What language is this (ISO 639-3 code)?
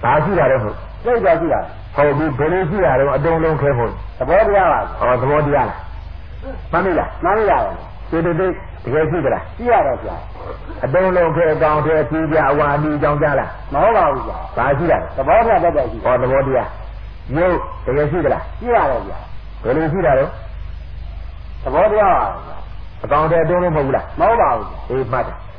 mya